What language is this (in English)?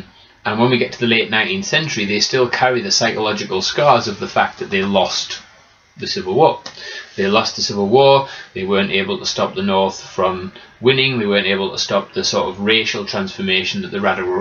English